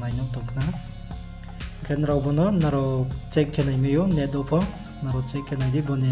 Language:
Riang (India)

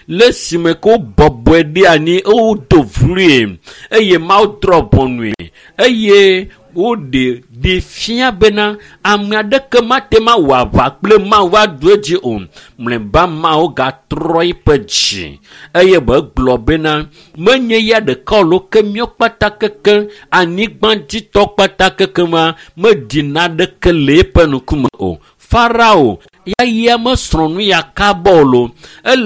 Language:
Ewe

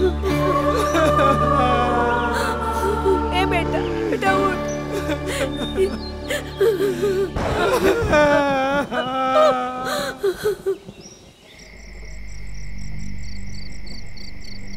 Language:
Bhojpuri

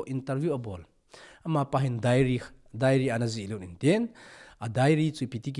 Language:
Thado Chin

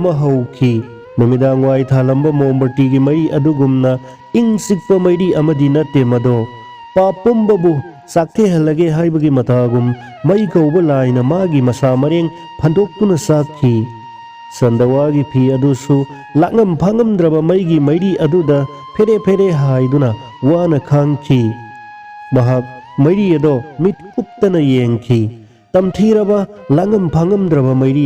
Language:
Manipuri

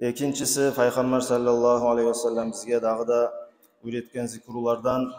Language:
Kumyk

